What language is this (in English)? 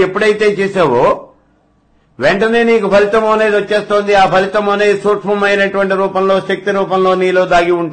Telugu